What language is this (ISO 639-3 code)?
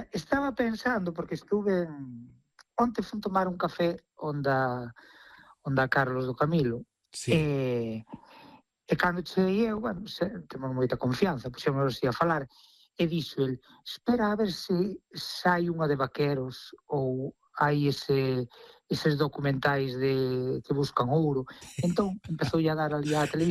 glg